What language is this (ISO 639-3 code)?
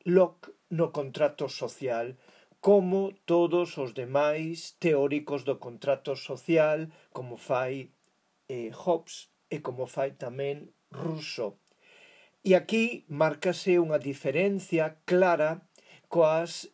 glg